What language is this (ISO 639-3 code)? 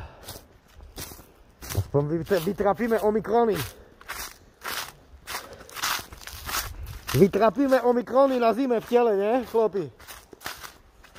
slk